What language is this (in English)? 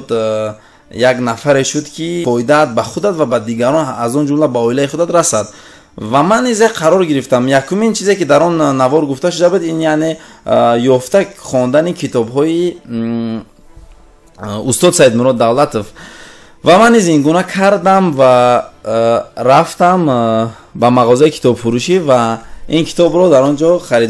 Tajik